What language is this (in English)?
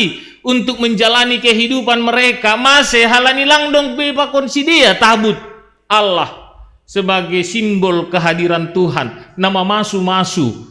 Batak Simalungun